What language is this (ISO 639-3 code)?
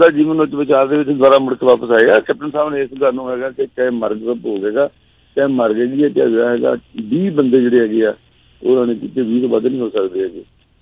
pan